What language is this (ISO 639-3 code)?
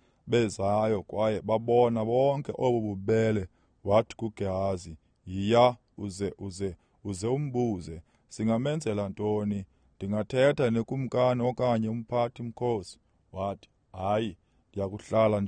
xho